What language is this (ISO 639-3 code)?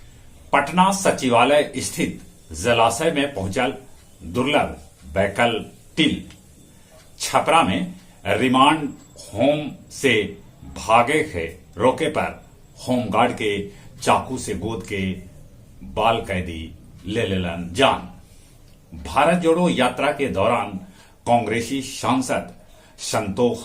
mag